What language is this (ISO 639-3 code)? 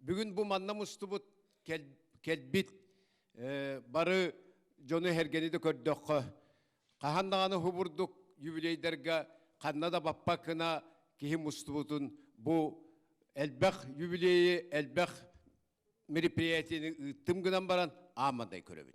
sah